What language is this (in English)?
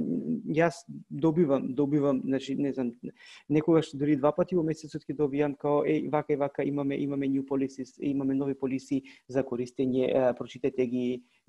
Macedonian